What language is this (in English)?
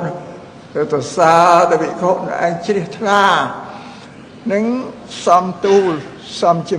Khmer